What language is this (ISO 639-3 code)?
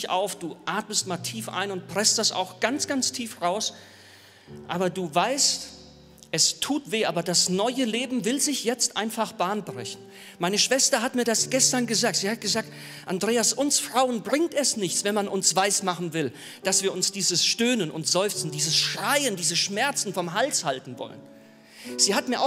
gsw